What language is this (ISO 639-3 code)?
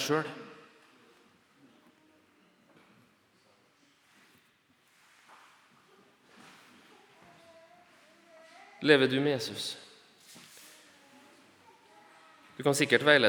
nor